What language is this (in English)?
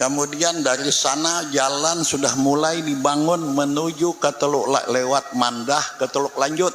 Banjar